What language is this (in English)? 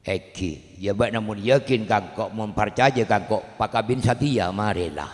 Madurese